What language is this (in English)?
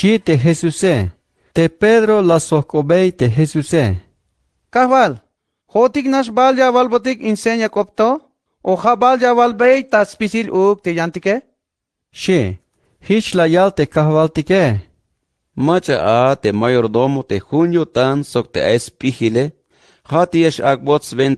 Tzeltal